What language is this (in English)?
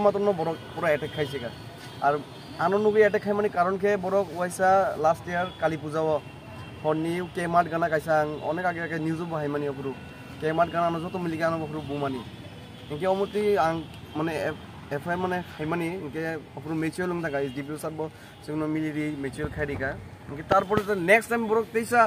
Kok Borok